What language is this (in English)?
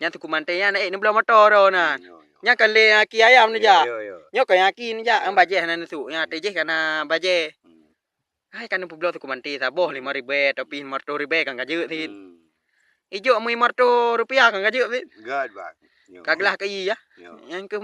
Achinese